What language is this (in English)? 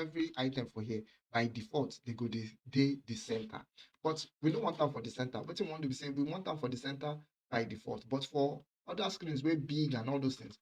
Nigerian Pidgin